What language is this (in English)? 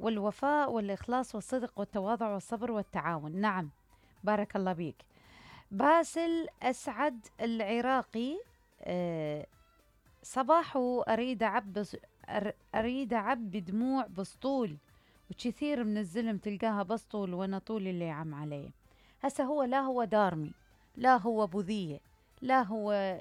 Mesopotamian Arabic